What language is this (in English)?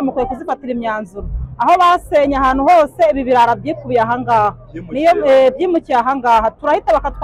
Kinyarwanda